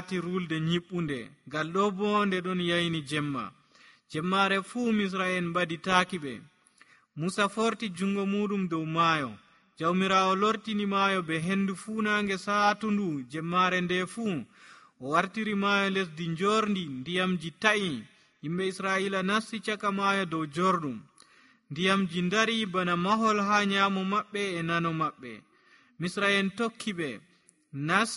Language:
Nigerian Fulfulde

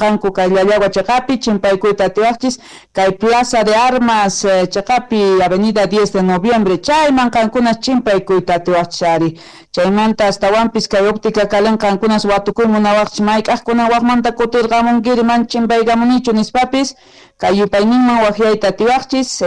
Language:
South Bolivian Quechua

